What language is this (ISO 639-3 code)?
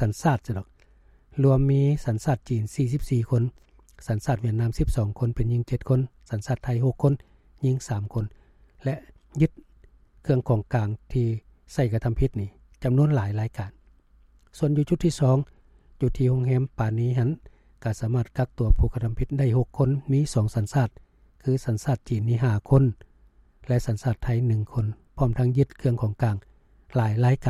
lao